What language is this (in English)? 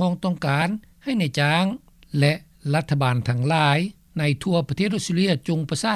Lao